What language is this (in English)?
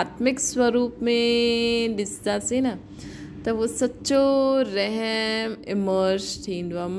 Sindhi